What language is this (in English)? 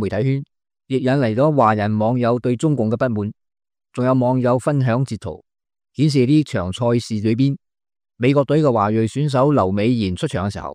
Cantonese